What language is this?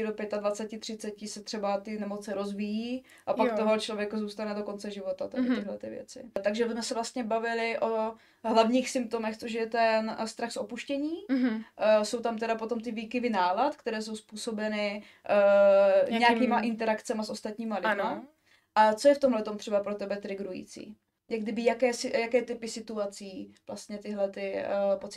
Czech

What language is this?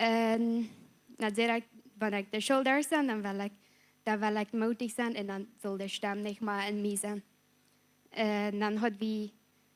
Plautdietsch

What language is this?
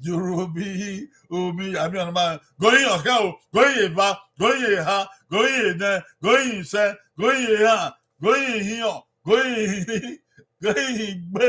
Bini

